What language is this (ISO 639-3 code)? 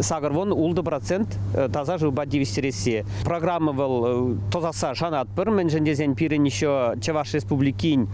chv